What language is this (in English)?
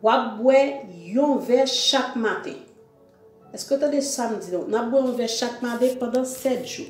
Haitian Creole